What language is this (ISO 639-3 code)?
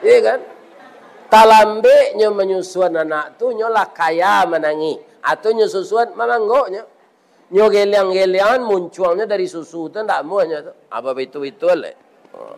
min